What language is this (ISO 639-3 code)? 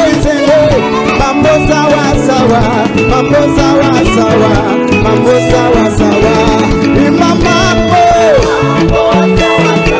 kin